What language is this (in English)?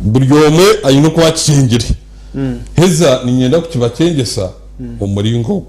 Nyankole